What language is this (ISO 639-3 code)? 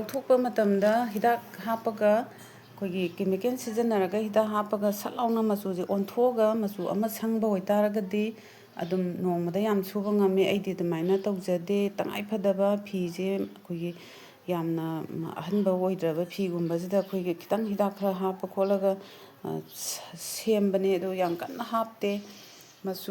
mni